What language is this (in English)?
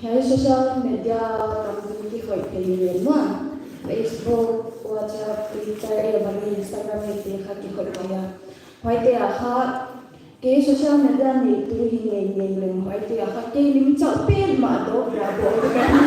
Paite Chin